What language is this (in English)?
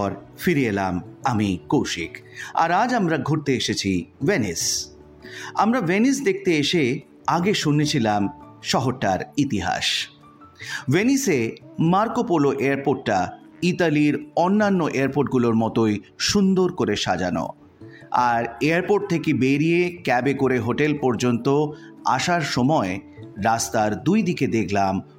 Bangla